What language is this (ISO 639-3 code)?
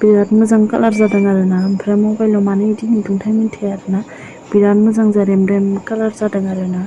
brx